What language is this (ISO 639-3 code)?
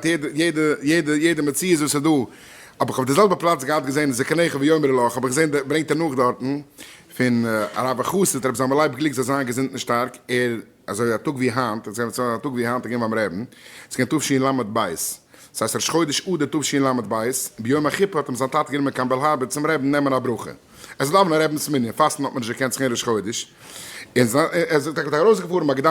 yid